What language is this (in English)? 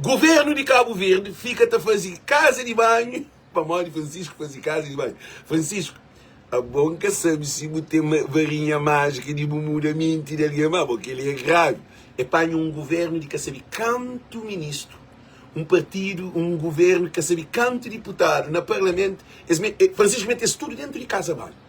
Kabuverdianu